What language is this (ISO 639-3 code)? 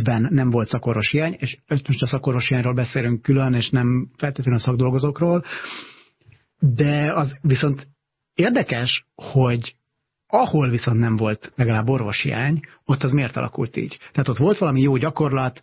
hun